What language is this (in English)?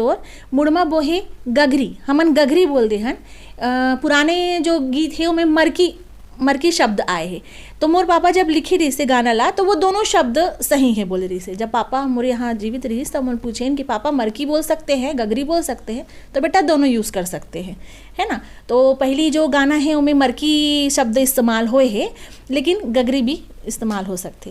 Chhattisgarhi